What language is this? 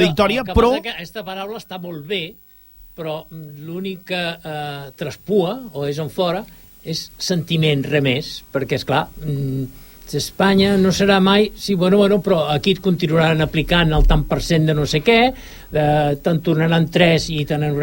Catalan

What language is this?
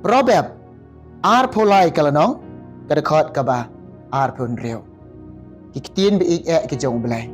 Khasi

